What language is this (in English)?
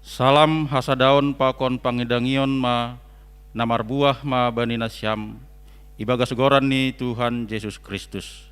Batak Simalungun